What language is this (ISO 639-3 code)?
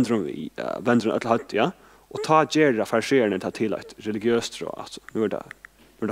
fao